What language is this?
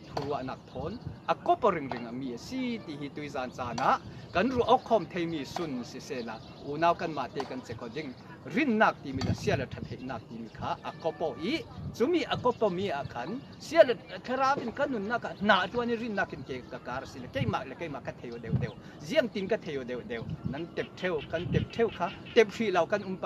Falam Chin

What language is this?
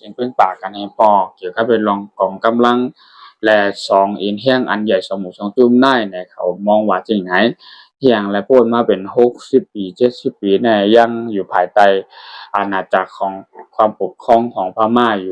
Shan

